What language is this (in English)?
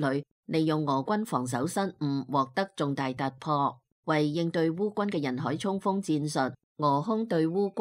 Cantonese